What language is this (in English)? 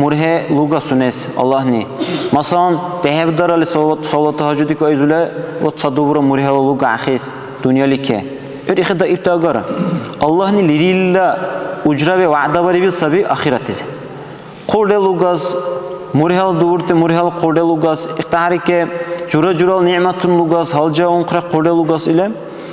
Dargwa